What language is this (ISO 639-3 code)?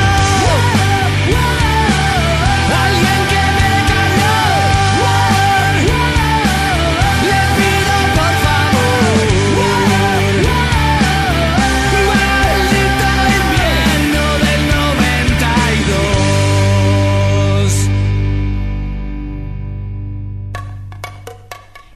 spa